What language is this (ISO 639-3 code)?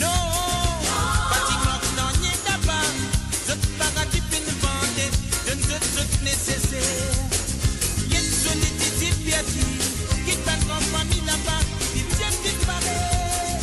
mfe